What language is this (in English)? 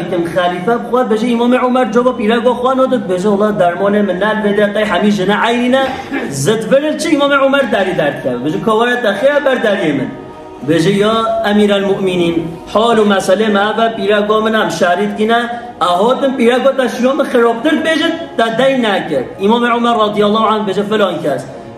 Kurdish